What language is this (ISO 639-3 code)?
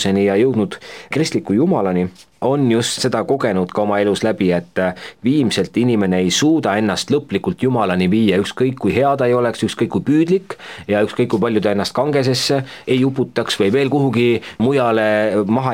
est